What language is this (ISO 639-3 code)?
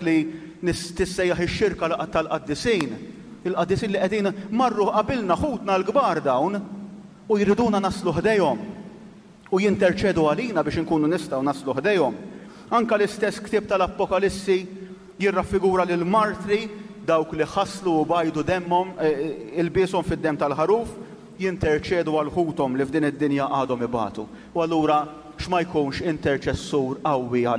mlt